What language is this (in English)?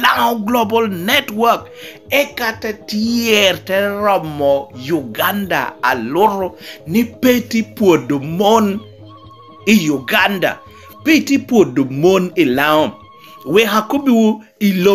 Lango (Uganda)